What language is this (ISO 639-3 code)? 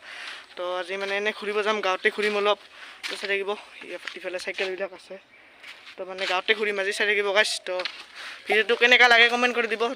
asm